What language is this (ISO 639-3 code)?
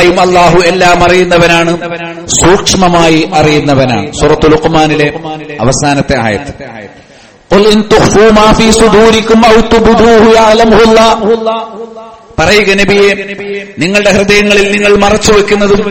mal